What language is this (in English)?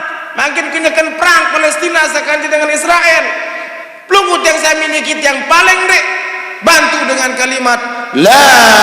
Sasak